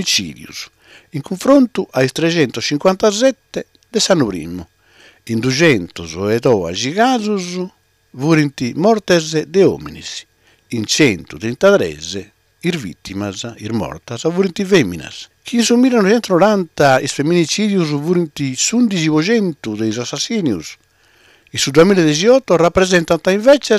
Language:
Sardinian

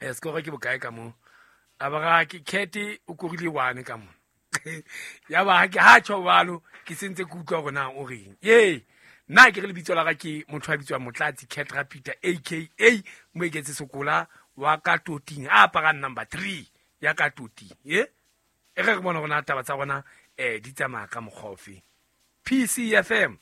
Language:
Southern Sotho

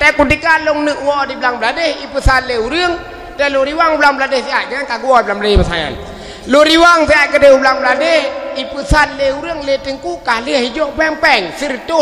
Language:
Achinese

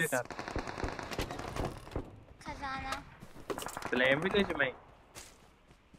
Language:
Hindi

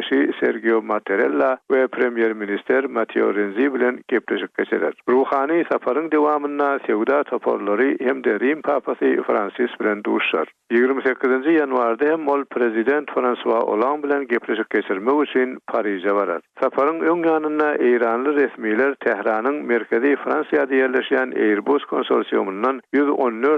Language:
Turkmen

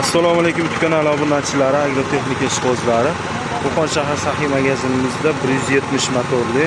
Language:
Uzbek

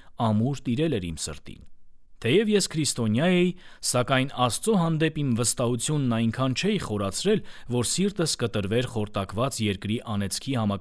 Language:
Armenian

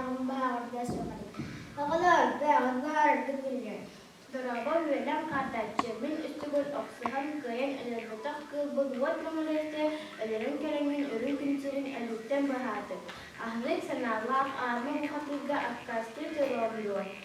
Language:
Yakut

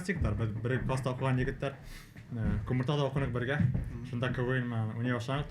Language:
Bashkir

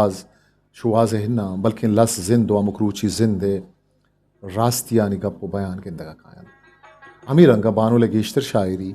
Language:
Eastern Balochi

